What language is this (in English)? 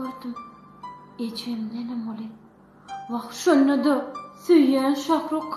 Turkmen